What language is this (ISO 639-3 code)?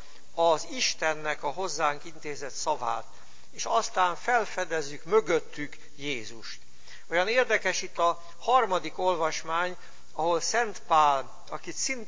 hun